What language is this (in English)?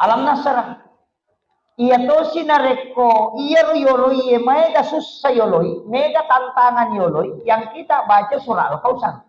Buginese